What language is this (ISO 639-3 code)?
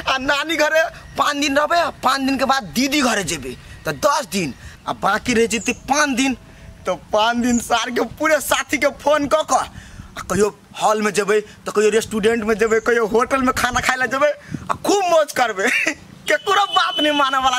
mai